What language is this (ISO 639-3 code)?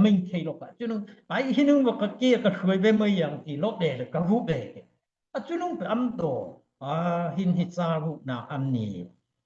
dao